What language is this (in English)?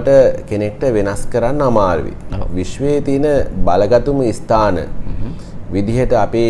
Sinhala